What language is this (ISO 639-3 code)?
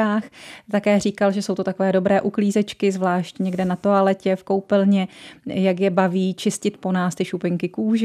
ces